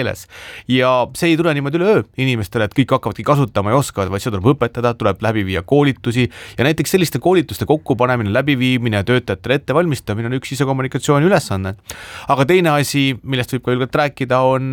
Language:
Estonian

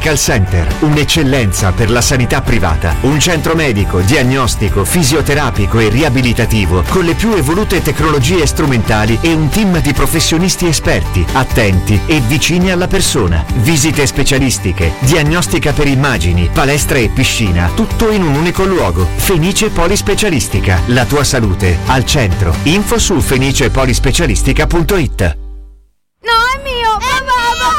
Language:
Italian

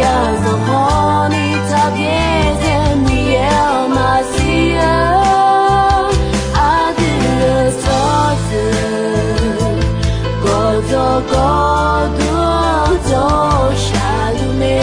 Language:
Akha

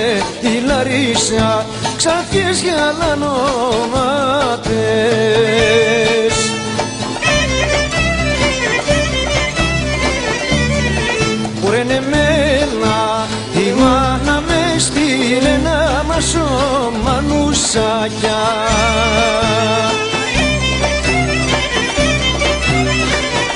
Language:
Greek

